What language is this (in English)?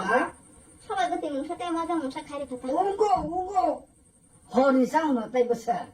Kok Borok